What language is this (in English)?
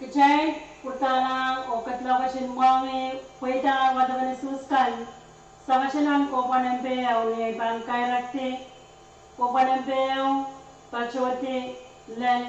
Pohnpeian